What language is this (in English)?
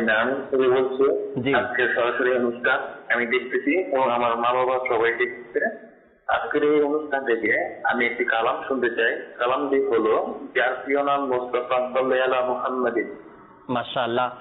Bangla